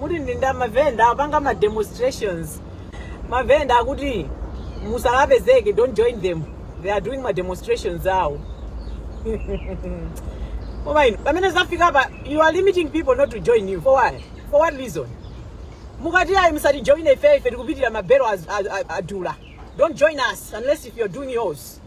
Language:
Nyanja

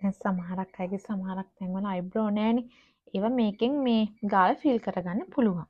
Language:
Sinhala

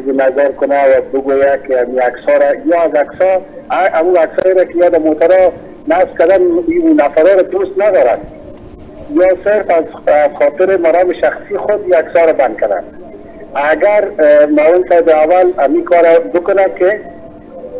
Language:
Persian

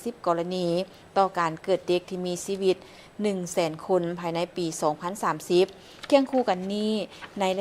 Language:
Lao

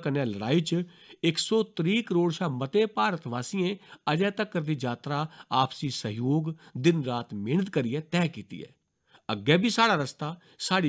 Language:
Dogri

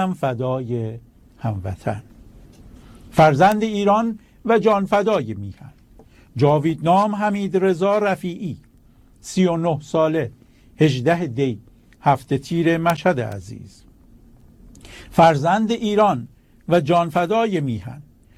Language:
Persian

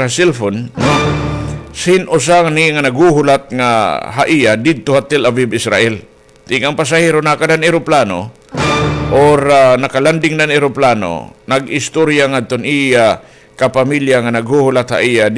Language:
Waray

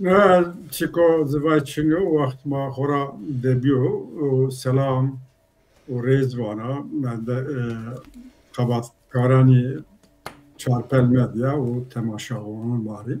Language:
Zaza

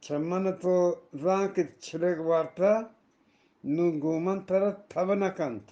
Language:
Eastern Balochi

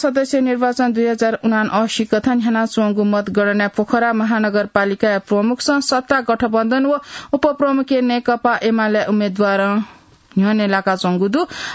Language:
Newari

